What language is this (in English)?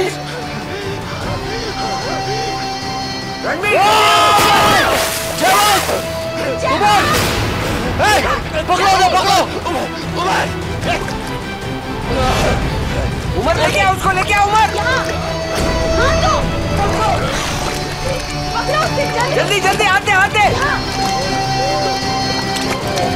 Hindi